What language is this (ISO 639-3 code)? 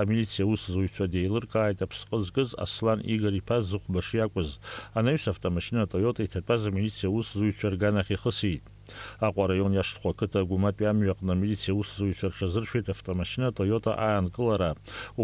abk